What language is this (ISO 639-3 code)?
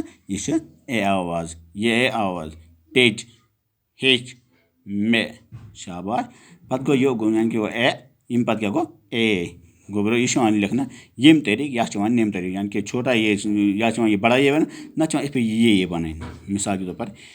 kas